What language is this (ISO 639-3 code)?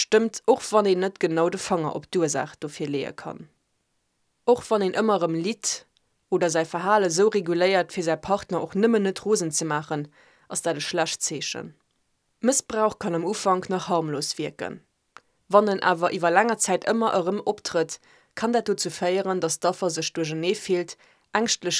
ltz